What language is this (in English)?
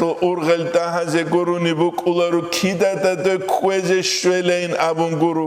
Avaric